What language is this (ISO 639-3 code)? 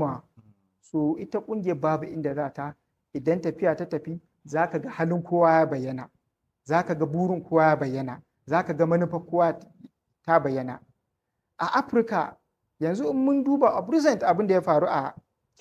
hau